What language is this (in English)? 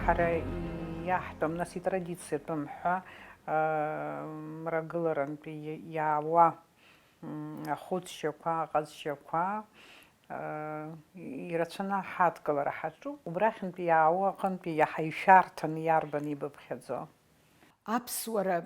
Abkhazian